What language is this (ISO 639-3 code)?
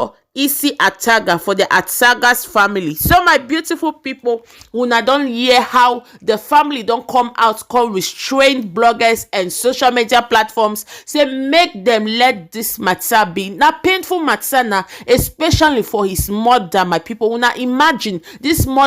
pcm